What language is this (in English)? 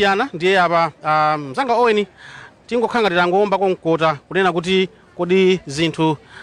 Nyanja